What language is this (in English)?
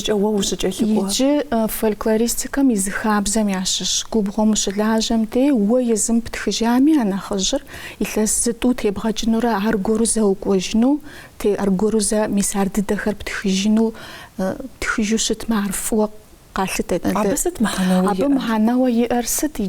Kabardian